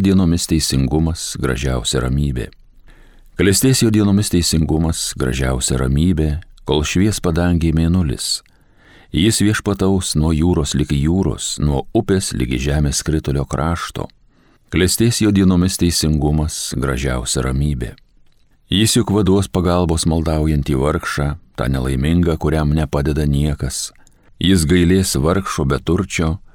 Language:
Lithuanian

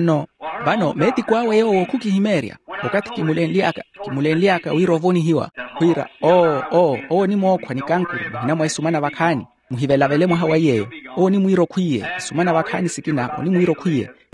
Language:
Makhuwa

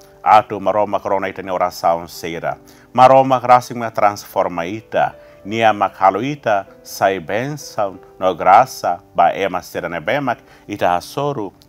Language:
Tetum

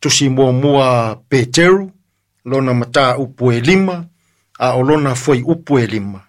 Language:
Samoan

